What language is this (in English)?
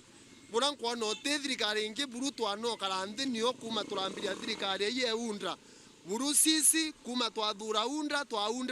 Meru